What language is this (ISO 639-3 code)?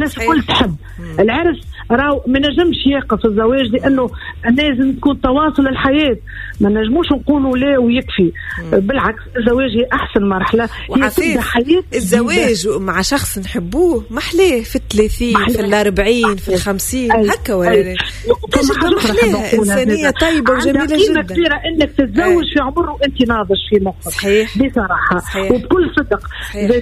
aeb